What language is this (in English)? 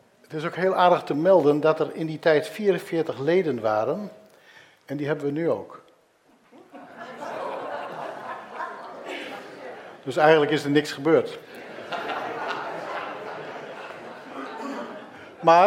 Dutch